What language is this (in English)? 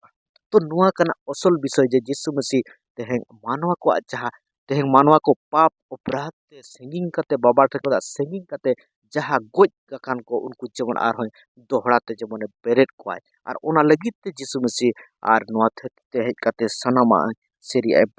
Santali